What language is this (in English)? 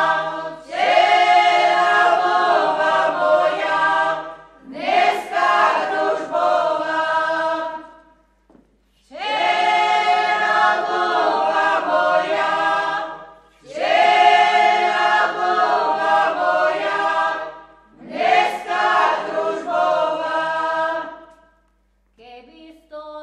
Slovak